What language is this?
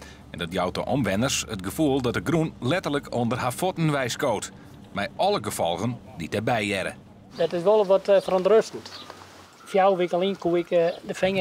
Western Frisian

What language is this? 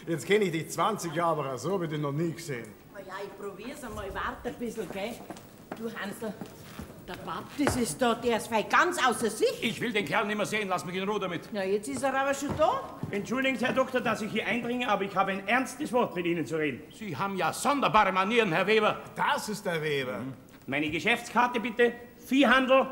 German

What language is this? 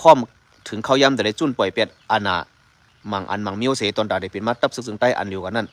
Shan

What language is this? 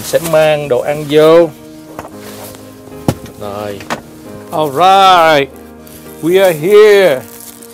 Vietnamese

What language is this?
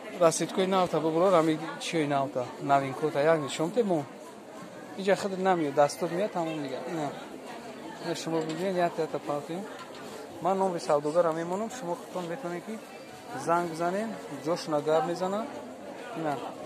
Tajik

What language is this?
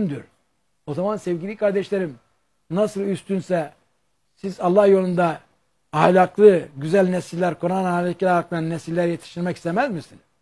Turkish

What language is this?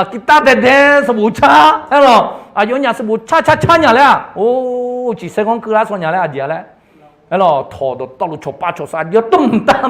Akha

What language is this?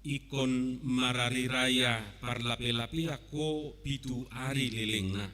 Batak Toba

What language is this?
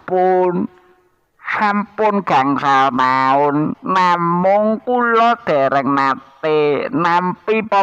Javanese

